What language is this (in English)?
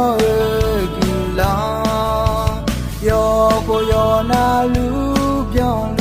Akha